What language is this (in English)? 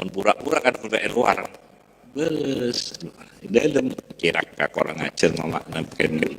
Madurese